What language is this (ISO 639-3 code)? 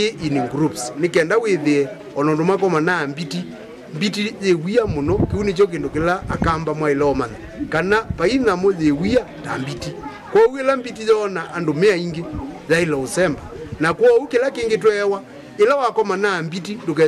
kam